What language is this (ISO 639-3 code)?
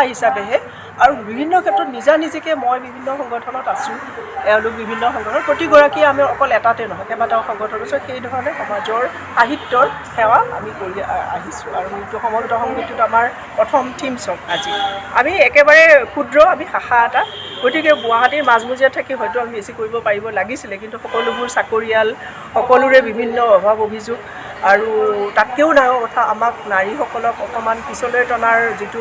asm